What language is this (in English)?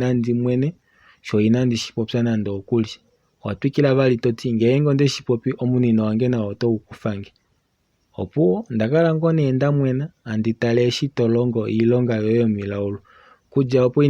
Kuanyama